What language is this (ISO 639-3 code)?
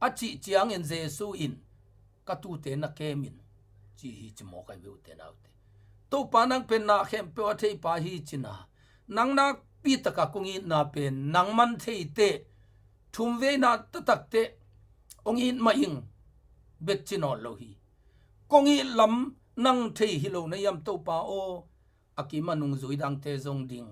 ctd